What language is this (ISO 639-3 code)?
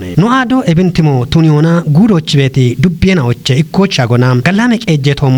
kbr